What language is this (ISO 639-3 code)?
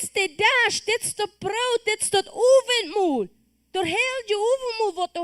pdt